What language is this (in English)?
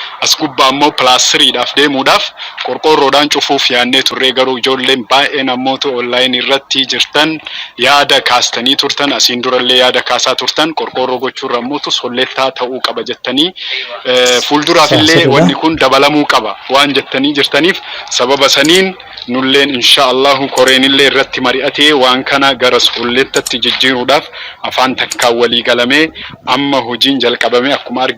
Oromo